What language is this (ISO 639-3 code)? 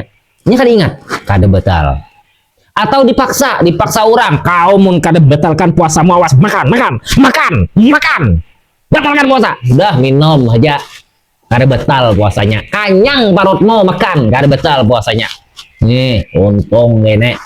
bjn